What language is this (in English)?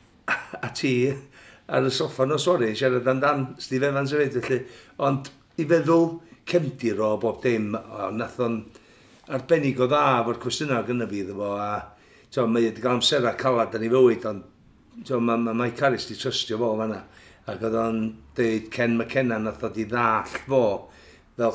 Welsh